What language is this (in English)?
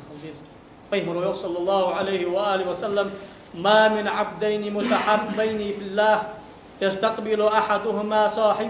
Ingush